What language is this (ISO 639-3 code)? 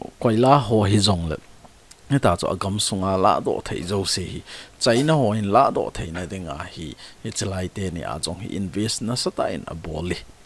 tcz